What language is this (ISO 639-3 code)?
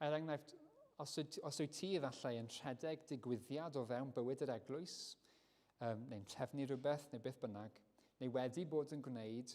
cym